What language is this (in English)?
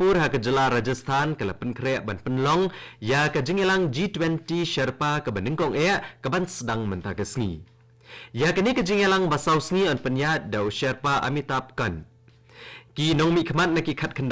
Khasi